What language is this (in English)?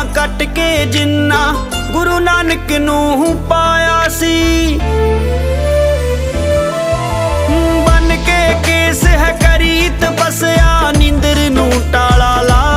Punjabi